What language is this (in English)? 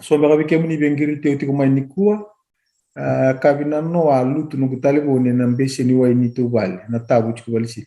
Fijian